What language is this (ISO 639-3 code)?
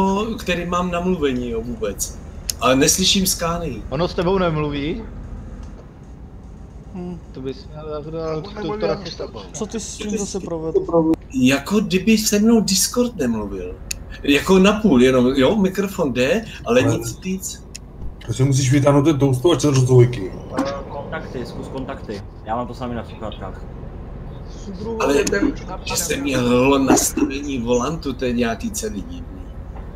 ces